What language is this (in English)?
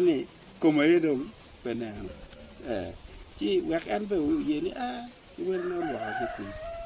Acoli